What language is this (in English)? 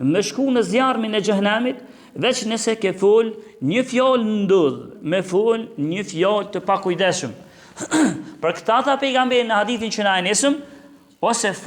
Albanian